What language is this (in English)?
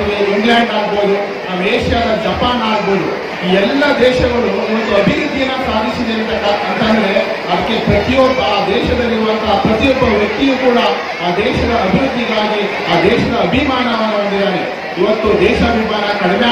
Kannada